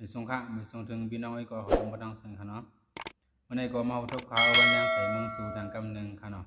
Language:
Shan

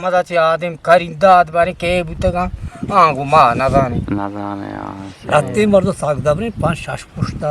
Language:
Eastern Balochi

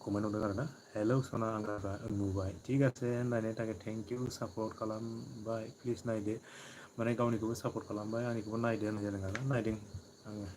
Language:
Bodo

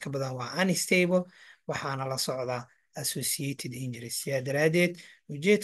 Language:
Somali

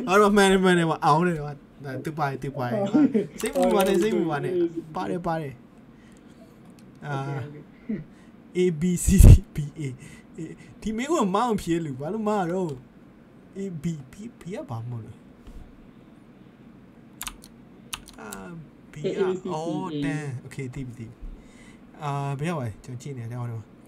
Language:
Burmese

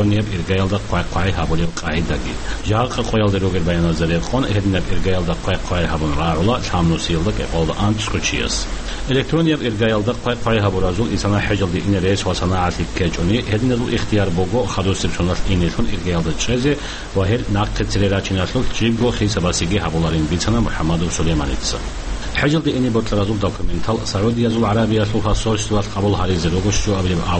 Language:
Avaric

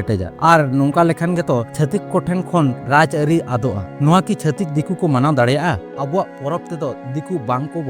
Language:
Santali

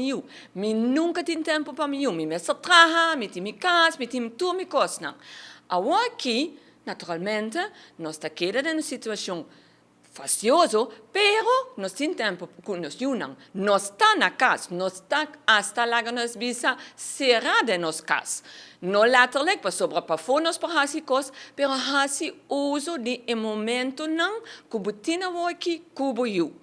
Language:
Papiamento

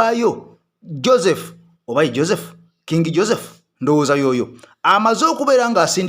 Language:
Ganda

